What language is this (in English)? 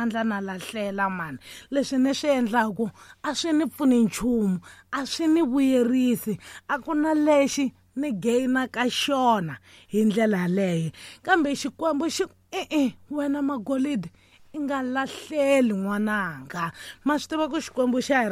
Tsonga